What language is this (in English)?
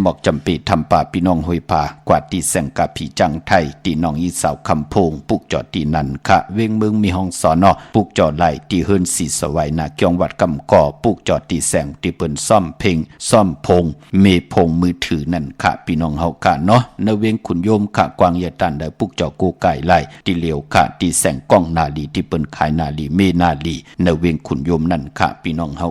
Shan